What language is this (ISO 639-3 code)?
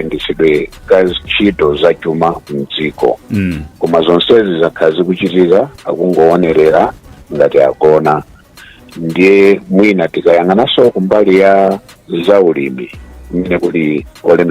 nya